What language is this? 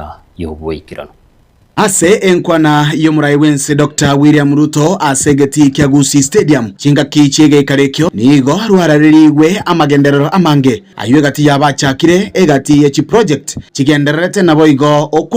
Gusii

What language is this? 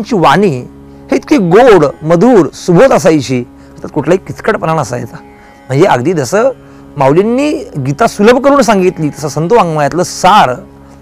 Marathi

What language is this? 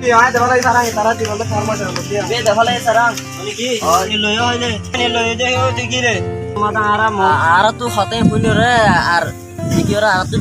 Rohingya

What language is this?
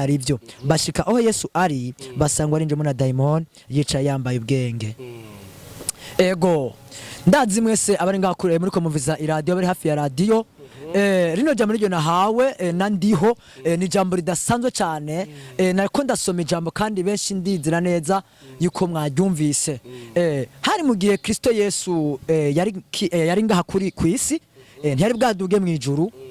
Rundi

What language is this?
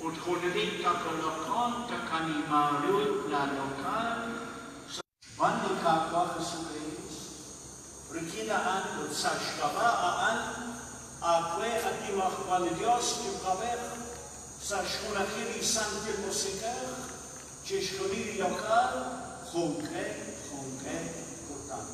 Kekchí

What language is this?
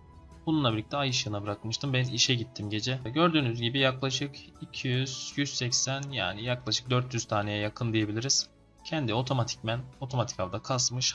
Turkish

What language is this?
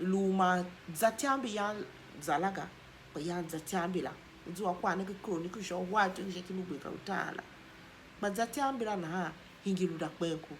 Tiv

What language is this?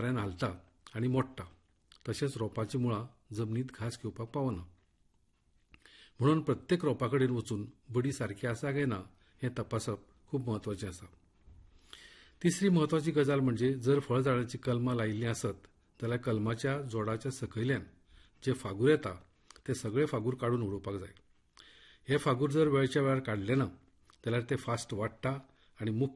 Konkani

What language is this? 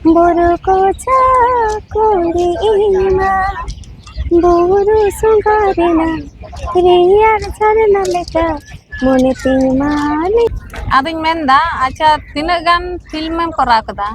Santali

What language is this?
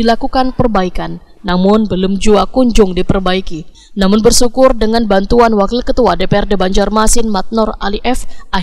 Banjar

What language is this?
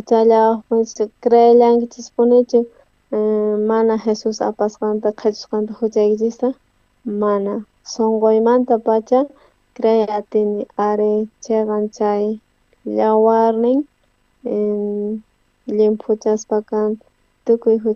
South Bolivian Quechua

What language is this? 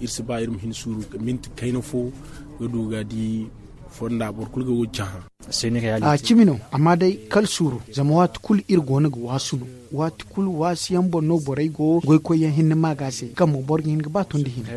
Zarma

